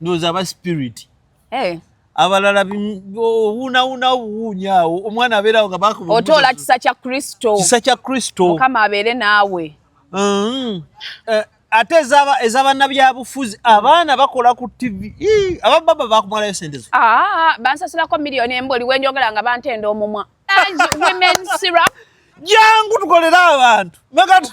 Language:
Ganda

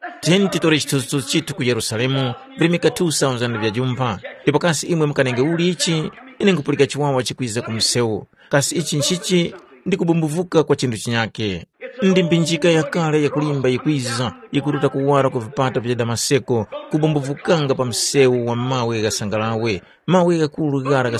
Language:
Tumbuka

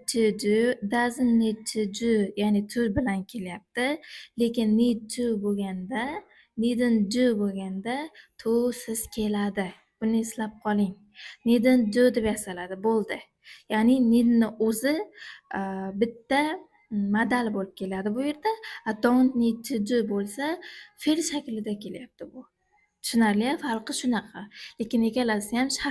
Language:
Uzbek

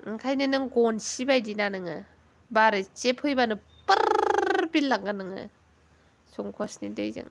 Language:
Bodo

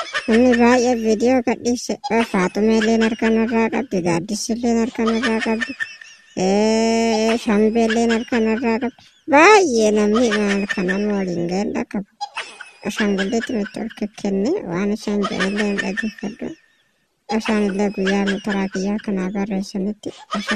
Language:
Oromo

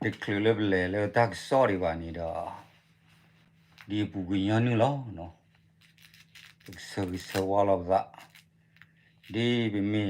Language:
S'gaw Karen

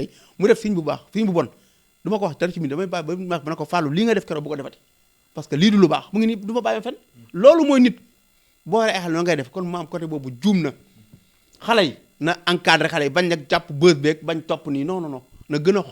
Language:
Wolof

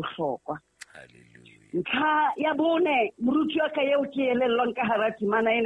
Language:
Southern Sotho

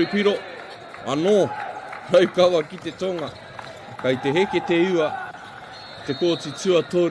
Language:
Māori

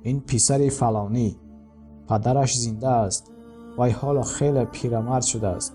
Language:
Tajik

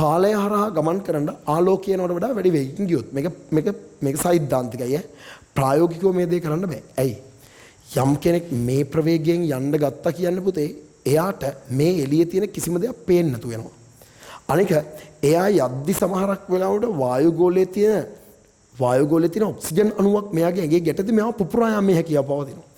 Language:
Sinhala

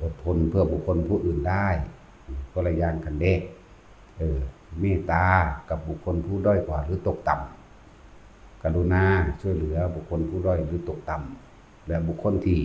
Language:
Northeastern Thai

